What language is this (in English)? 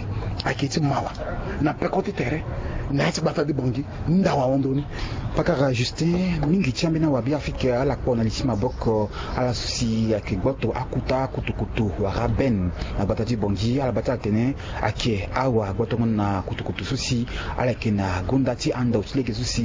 Sango